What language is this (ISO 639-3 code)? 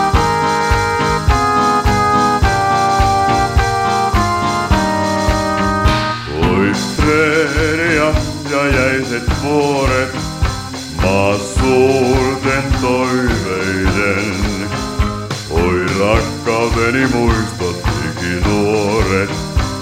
fin